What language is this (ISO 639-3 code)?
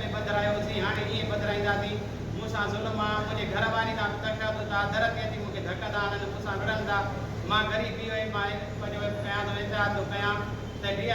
snd